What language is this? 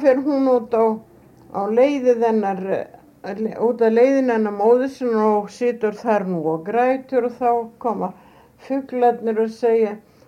Icelandic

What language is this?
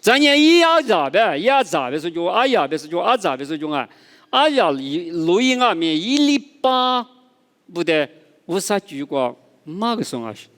Lisu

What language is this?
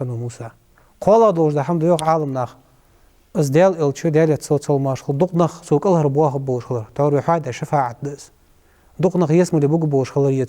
Ingush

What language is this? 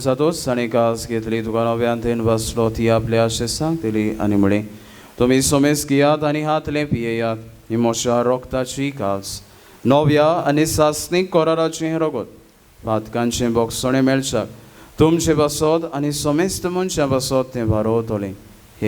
Konkani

